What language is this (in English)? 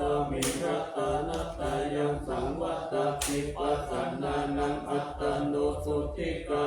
Pali